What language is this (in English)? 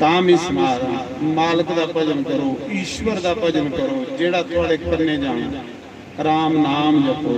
Dogri